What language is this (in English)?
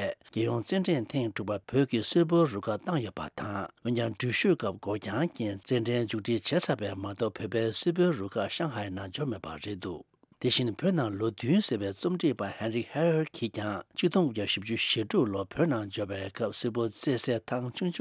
Tibetan